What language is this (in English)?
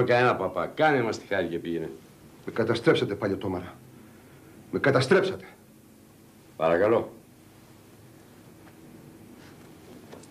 Greek